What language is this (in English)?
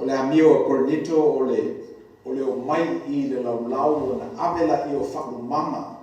Samoan